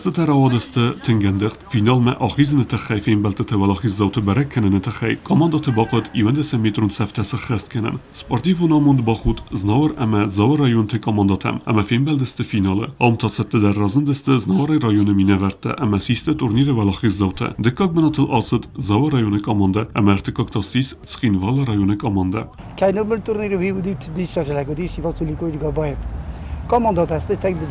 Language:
Ossetic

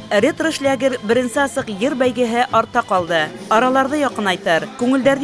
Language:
Bashkir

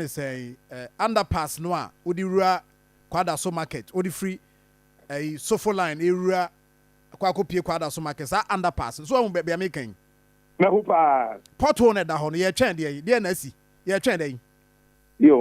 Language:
Akan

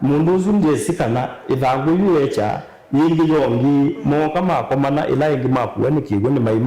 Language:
Kamba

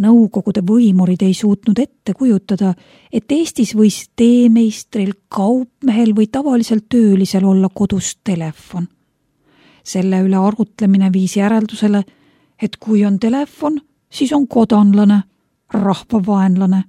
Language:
Estonian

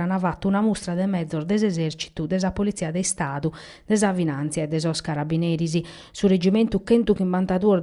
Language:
Sardinian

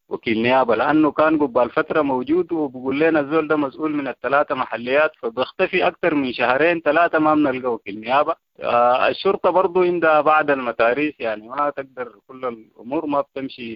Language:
Sudanese Arabic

